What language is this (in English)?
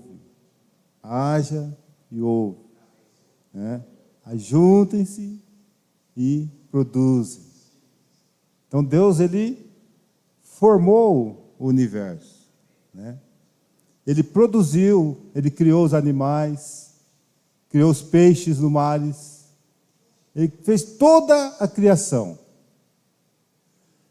Portuguese